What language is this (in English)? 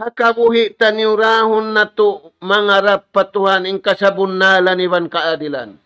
Tausug